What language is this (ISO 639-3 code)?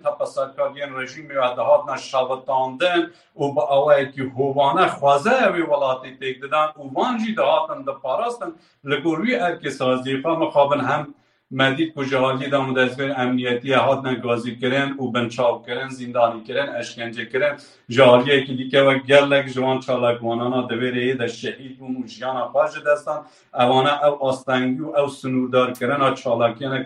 kur